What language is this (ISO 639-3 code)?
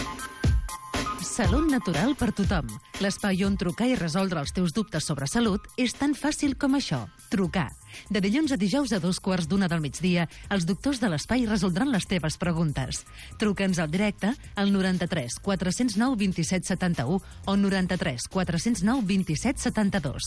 cat